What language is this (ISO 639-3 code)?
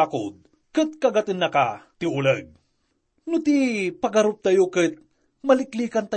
ilo